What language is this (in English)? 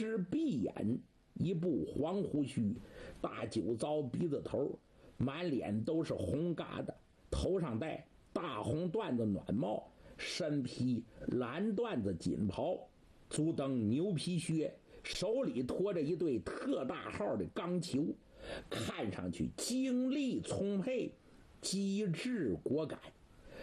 Chinese